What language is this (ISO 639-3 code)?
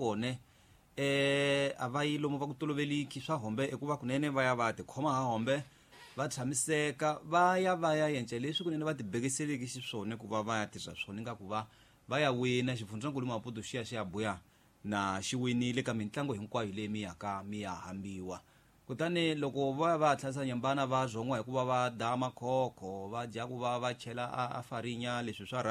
tso